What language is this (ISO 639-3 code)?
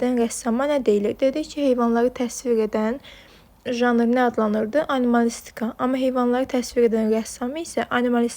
aze